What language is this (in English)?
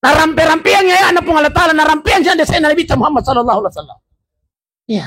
Buginese